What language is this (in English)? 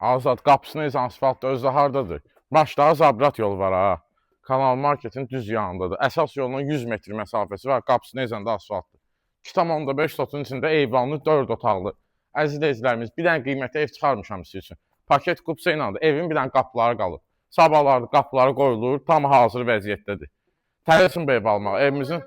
Azerbaijani